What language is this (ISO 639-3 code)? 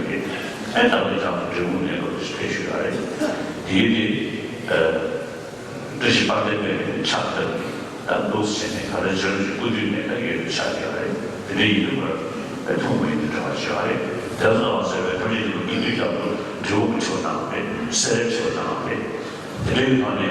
bod